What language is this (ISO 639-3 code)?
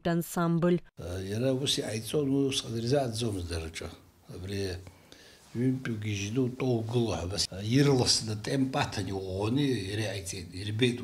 abk